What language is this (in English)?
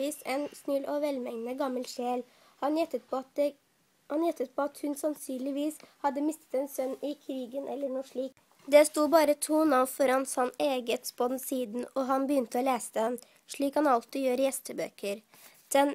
Norwegian